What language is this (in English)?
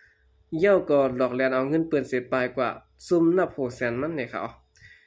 Shan